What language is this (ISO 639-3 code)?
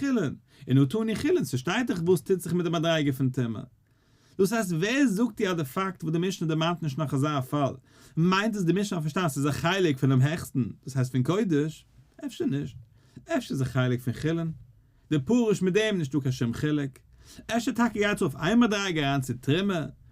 yid